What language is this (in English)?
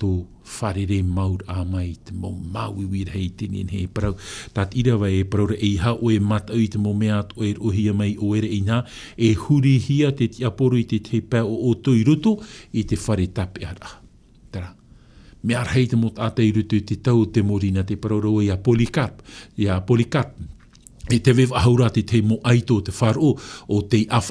Tahitian